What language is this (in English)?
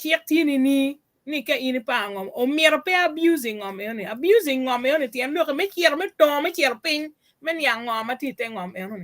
Acoli